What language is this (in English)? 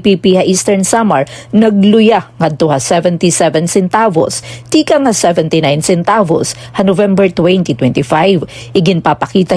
Waray